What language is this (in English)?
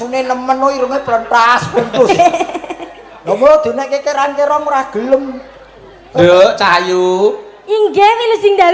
Javanese